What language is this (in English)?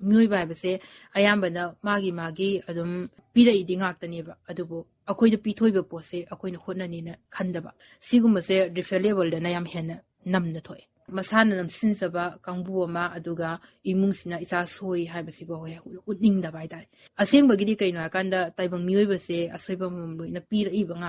Manipuri